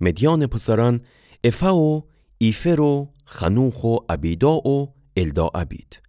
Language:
Gilaki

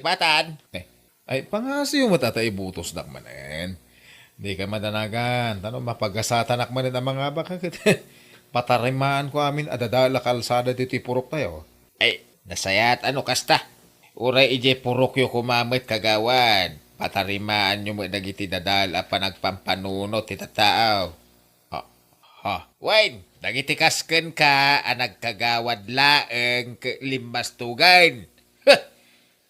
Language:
Iloko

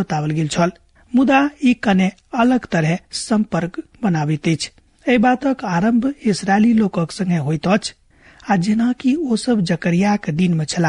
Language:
Maithili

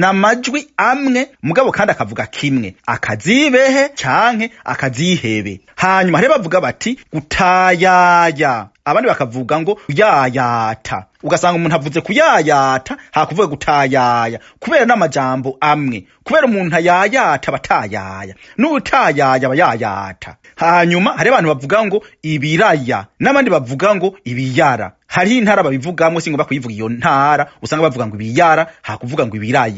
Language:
Rundi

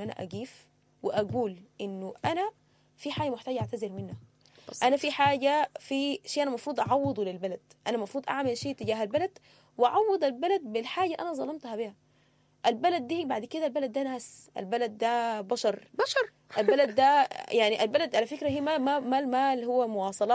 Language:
Sudanese Arabic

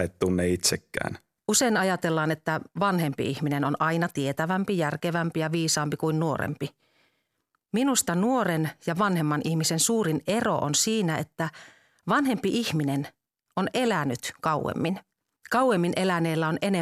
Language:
Finnish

